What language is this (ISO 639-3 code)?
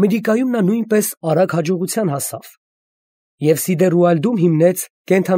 hye